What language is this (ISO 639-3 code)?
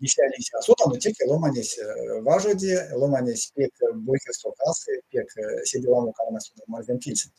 myv